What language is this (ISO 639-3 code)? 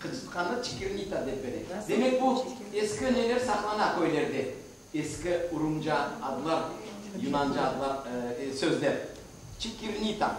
crh